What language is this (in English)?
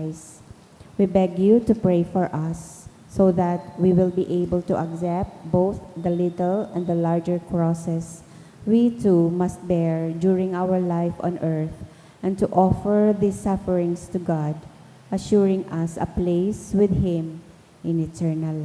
Bikol